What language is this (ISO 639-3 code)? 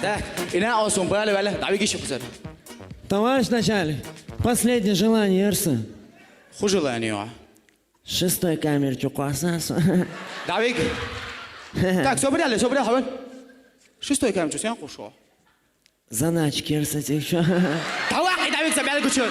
che